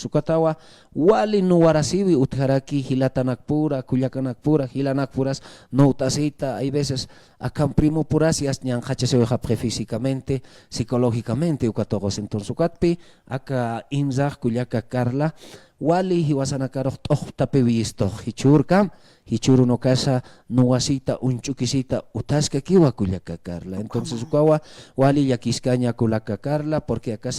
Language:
Aymara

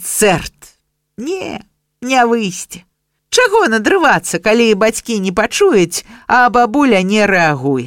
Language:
Belarusian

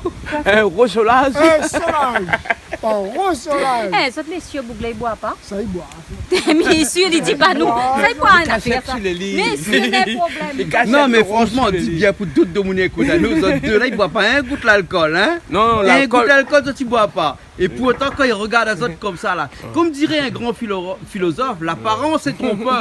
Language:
Réunion Creole French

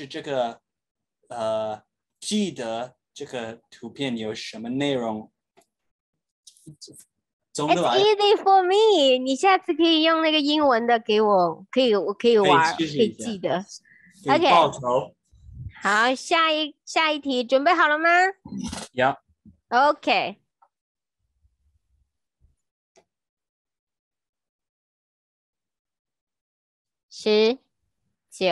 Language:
Chinese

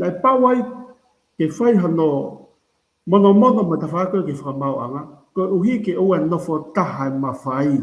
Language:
Tongan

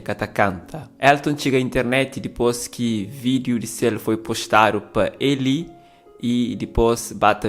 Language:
Kabuverdianu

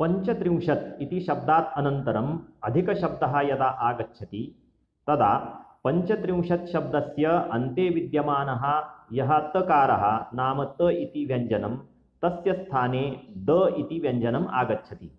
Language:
Sanskrit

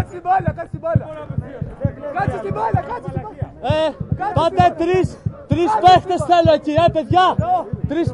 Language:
Greek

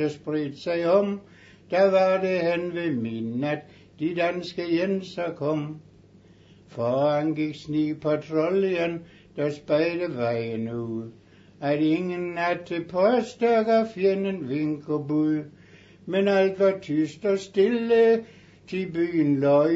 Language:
Danish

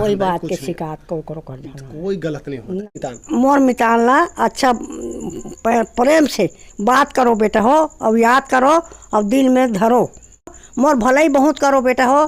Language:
Chhattisgarhi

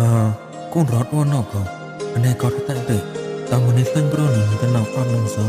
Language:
Mon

